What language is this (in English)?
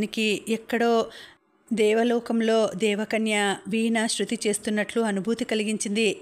Telugu